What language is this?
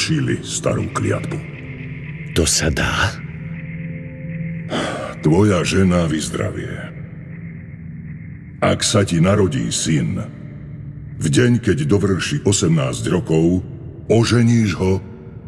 Slovak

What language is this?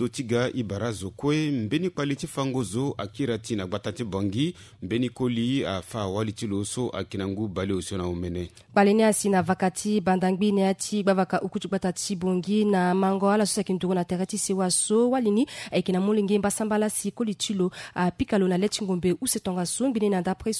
Sango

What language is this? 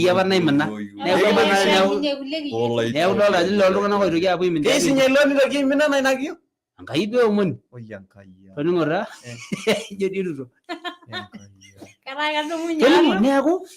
Masai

